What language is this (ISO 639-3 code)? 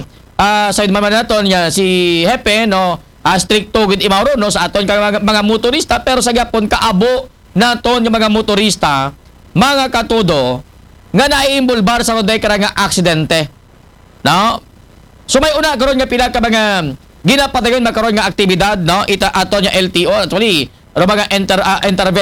akl